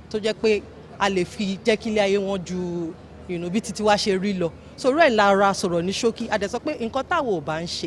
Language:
Yoruba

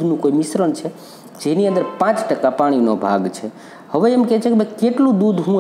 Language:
Gujarati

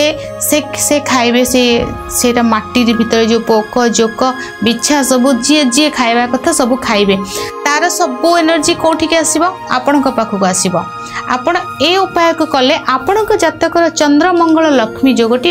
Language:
Odia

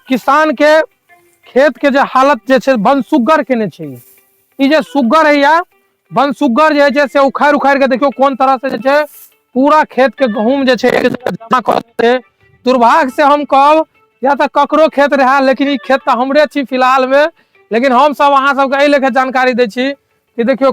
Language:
Maithili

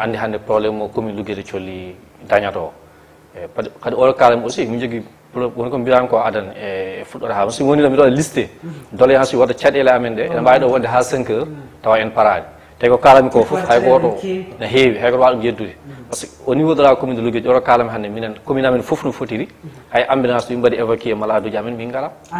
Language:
Fula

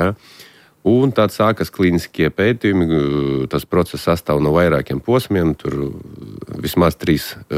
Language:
Latvian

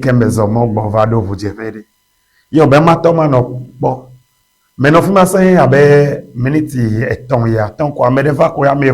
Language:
Ewe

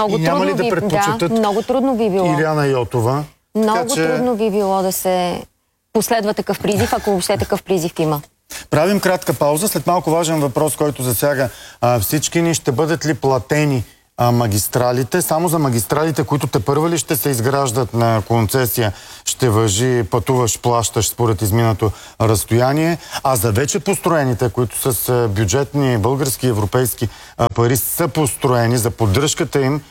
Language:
Bulgarian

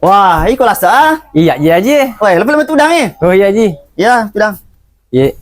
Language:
Buginese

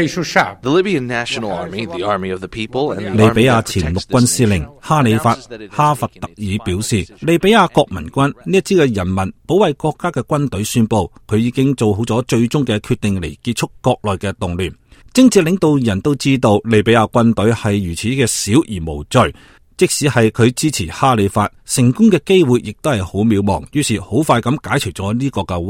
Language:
Cantonese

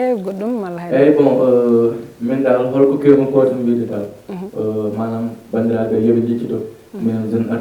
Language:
Fula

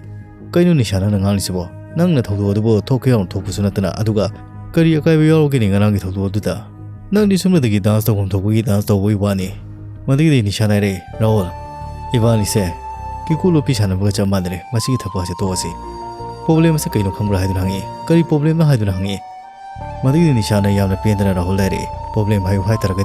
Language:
Manipuri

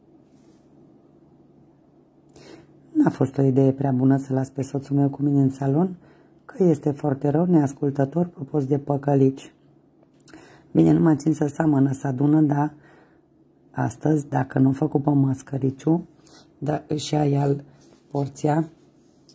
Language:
Romanian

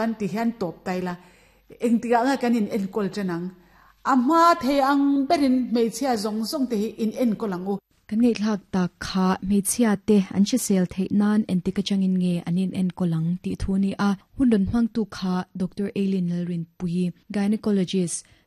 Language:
Mizo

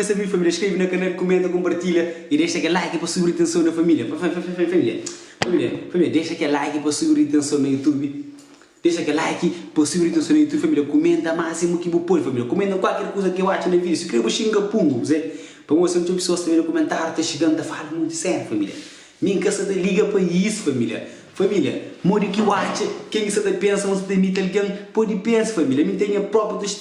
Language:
Kabuverdianu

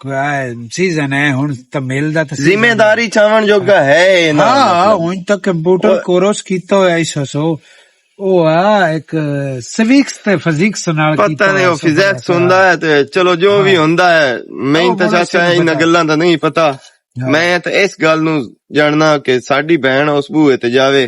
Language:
Western Panjabi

